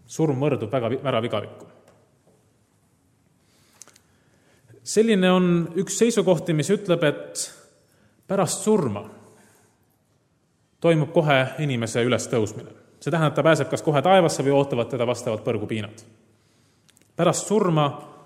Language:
Estonian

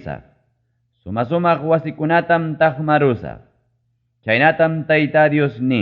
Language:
Ayacucho Quechua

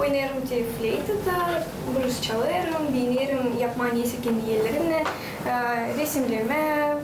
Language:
Gagauz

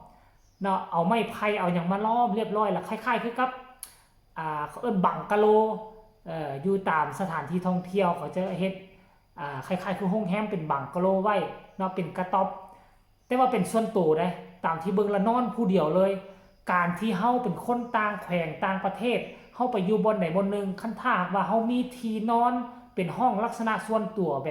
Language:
Lao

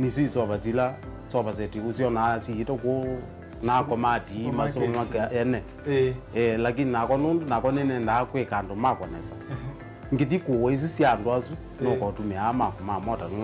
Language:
Kamba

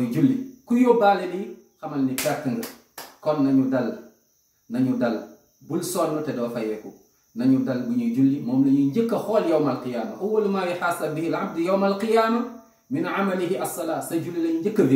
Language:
Wolof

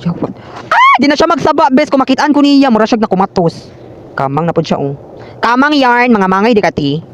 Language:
Cebuano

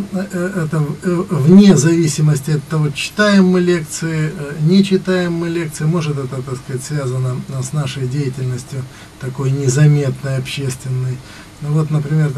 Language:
Russian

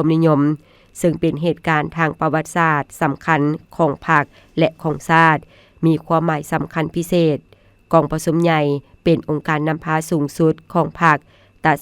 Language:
Lao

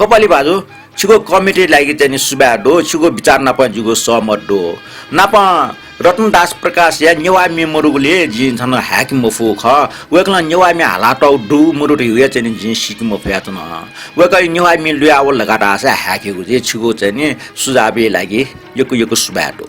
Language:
Newari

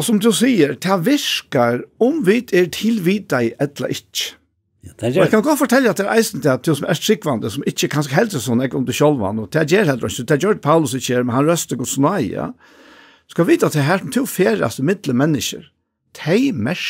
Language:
Faroese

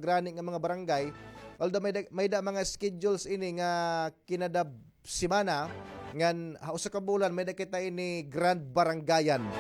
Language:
Waray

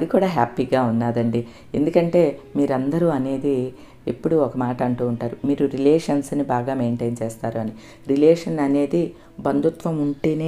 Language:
Telugu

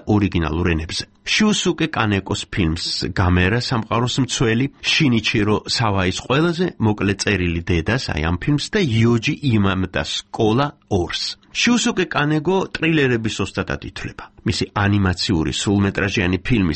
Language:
Georgian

